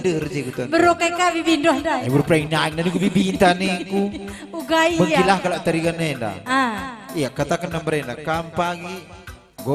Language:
Batak Karo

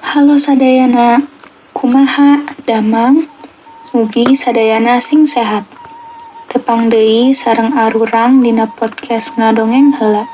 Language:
Sundanese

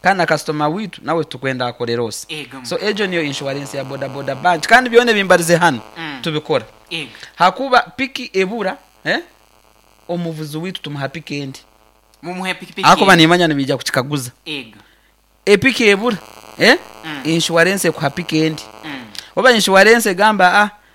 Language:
Nyoro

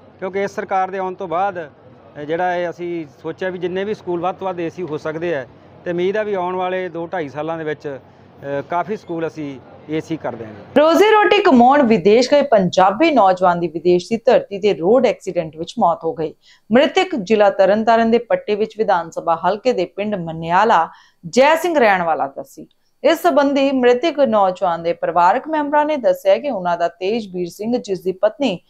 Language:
Punjabi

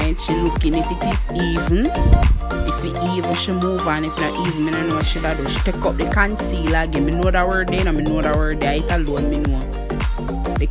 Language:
Jamaican Creole English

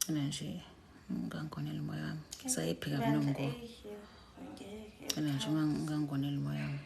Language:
Zulu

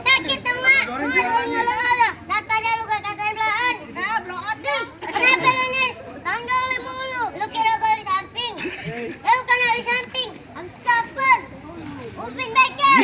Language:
Betawi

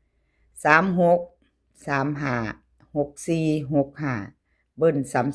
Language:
Northeastern Thai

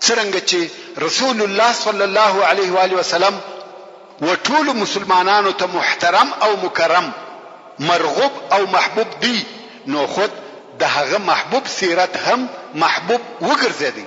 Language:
Pashto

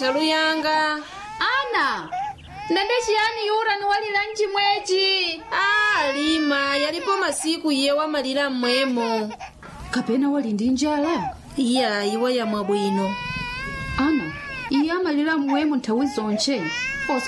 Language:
Nyanja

